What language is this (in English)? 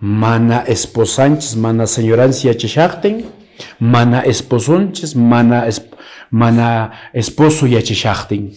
Quechua